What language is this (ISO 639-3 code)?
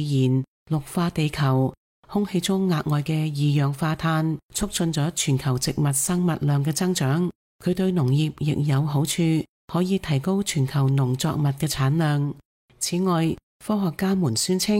yue